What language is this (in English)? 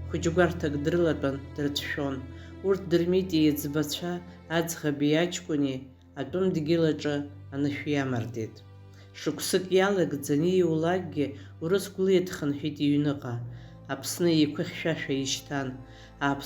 Abkhazian